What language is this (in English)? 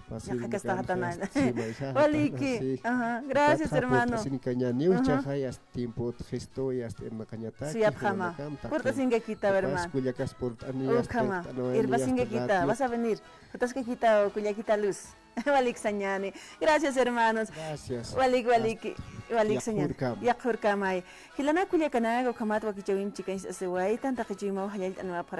Aymara